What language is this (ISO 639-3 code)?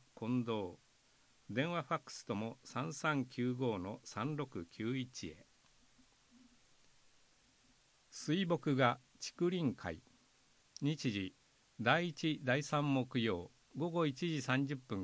jpn